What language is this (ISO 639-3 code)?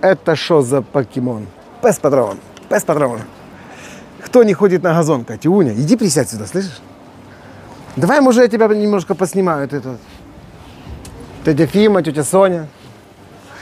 rus